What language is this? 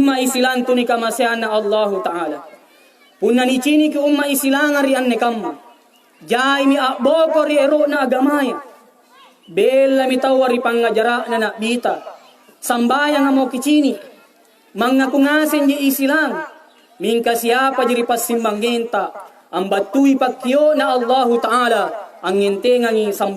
Makasar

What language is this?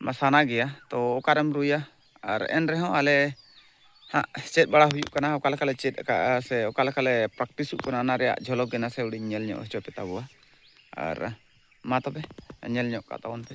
Santali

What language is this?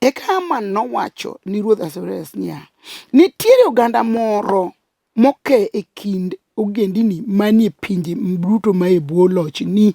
Luo (Kenya and Tanzania)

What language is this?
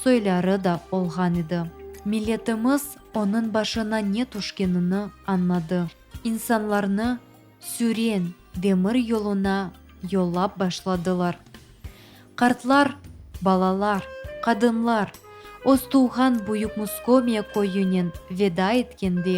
Crimean Tatar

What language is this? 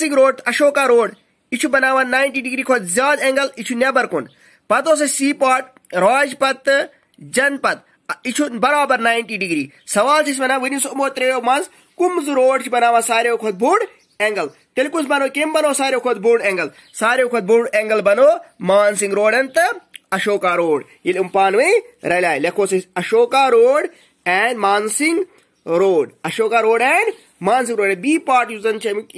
Kashmiri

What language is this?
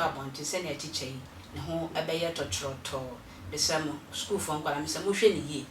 Akan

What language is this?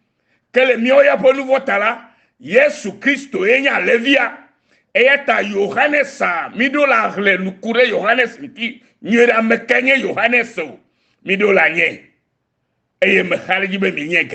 Ewe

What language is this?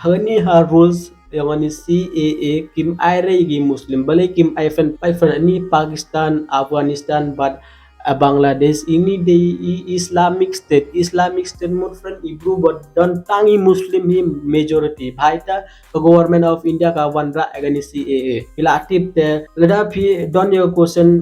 Khasi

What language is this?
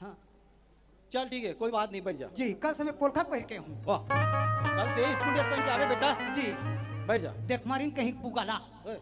Chhattisgarhi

